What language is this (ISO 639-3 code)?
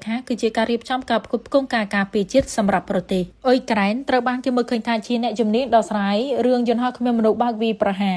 khm